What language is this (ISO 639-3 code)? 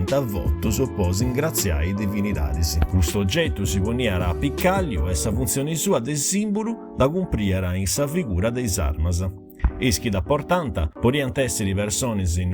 srd